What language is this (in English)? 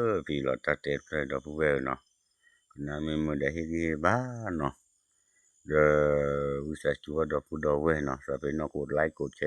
S'gaw Karen